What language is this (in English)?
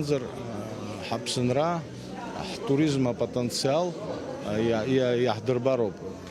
Abkhazian